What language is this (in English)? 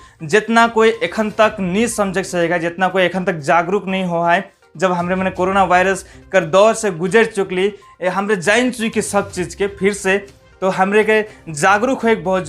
Sadri